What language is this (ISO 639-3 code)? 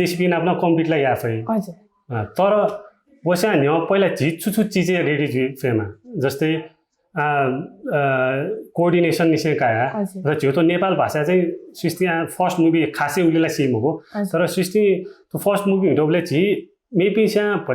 new